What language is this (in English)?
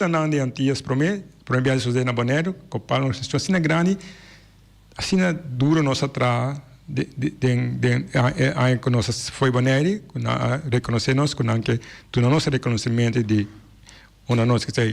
Papiamento